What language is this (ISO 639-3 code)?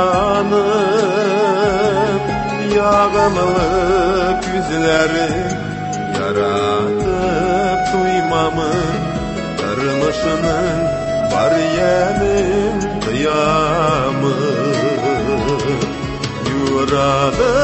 tat